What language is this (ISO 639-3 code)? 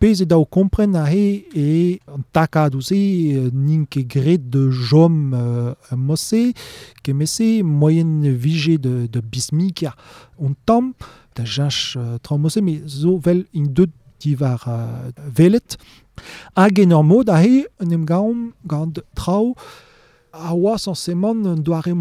bre